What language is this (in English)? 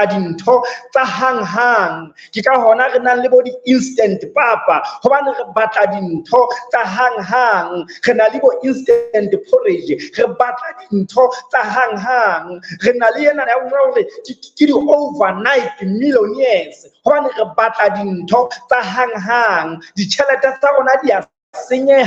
Southern Sotho